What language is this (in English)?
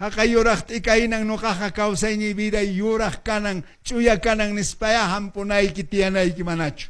Quechua